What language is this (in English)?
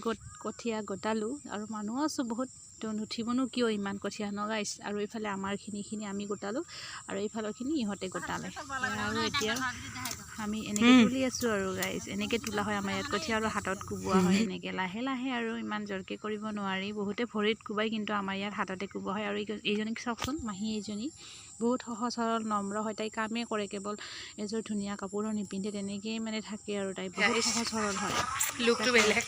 Assamese